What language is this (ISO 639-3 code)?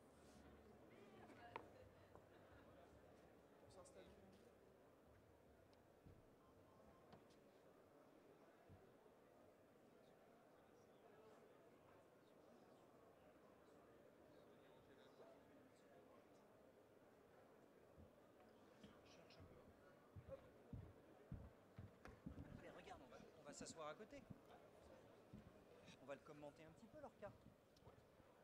fra